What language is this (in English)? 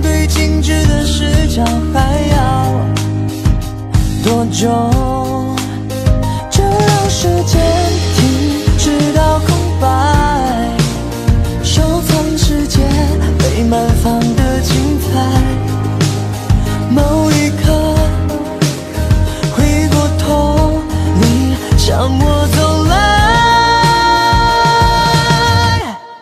Chinese